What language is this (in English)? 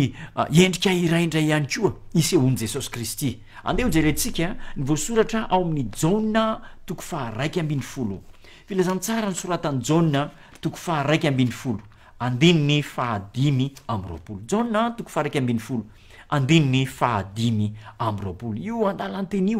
Malagasy